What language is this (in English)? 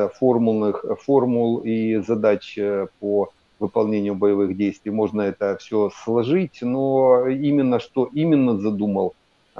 Russian